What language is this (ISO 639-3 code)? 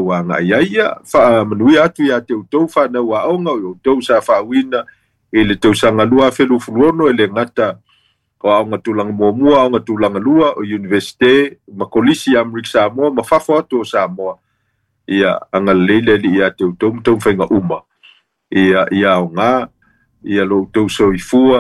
smo